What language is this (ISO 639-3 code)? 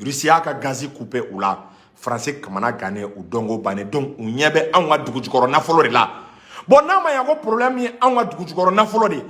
bam